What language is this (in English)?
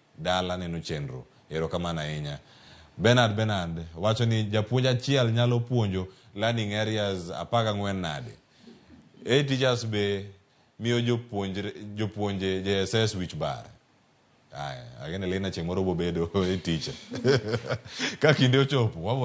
Luo (Kenya and Tanzania)